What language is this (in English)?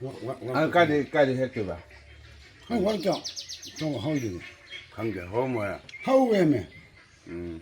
Manipuri